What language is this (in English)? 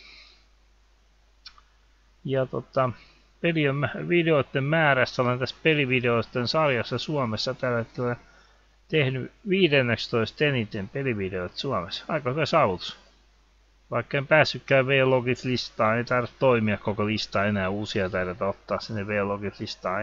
Finnish